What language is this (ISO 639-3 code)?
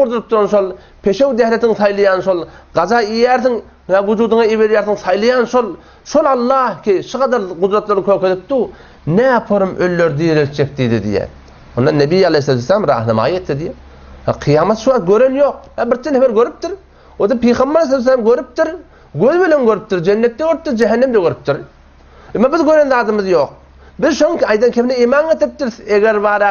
tuk